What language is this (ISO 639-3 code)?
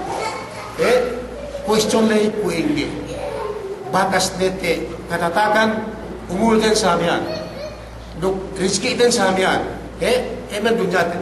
yka